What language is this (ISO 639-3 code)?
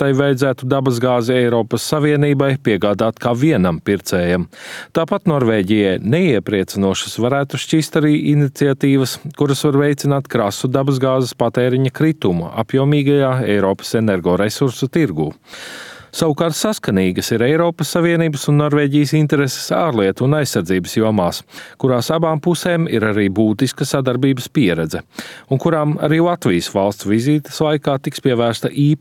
lav